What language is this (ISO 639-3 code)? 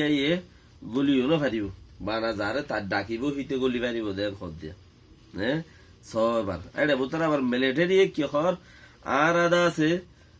rhg